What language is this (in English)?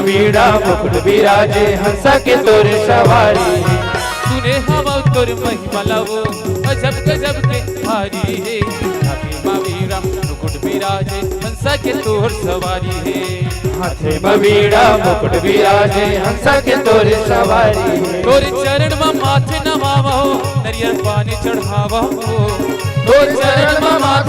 Chhattisgarhi